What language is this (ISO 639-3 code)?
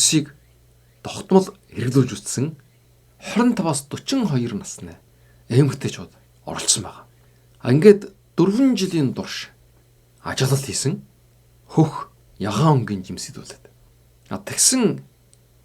mon